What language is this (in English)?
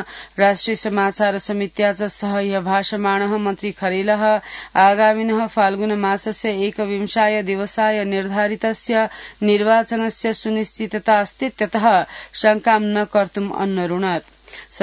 Sanskrit